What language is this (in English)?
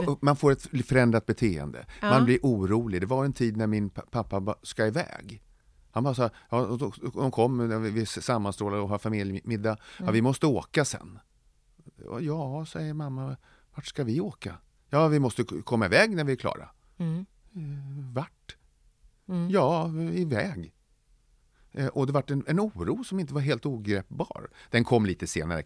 Swedish